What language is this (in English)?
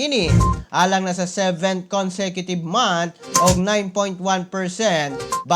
Cebuano